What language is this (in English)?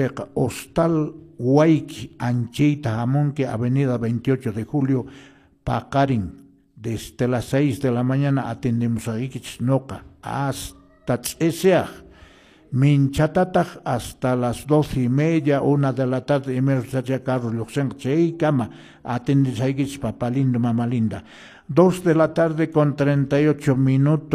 Quechua